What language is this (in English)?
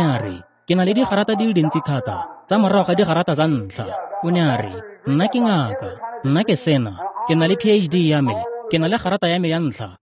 Tswana